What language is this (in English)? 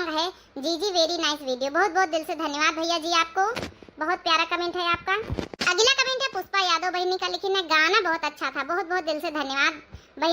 Awadhi